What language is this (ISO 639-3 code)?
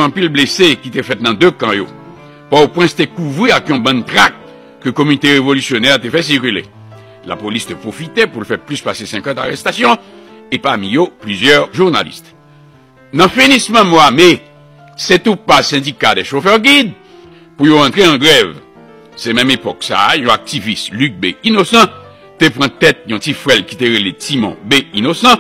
hat